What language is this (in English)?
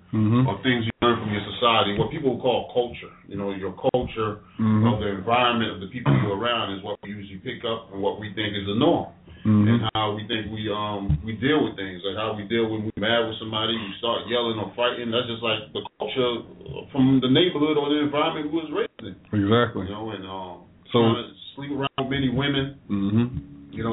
English